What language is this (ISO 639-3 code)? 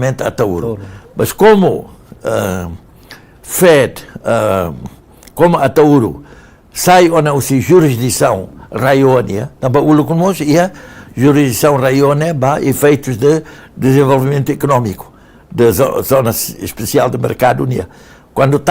tet